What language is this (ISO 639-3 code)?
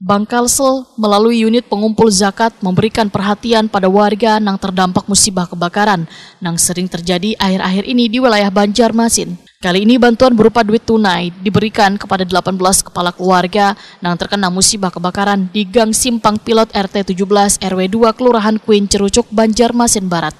bjn